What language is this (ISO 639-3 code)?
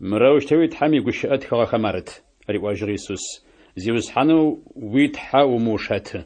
ady